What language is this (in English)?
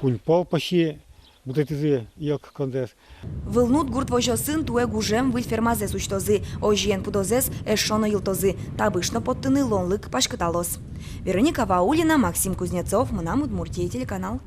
Udmurt